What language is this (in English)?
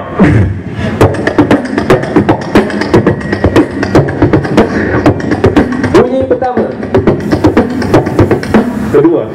Malay